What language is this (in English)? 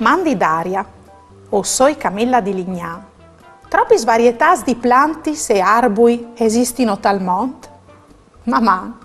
Friulian